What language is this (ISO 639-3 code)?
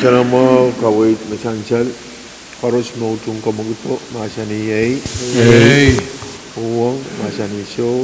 pon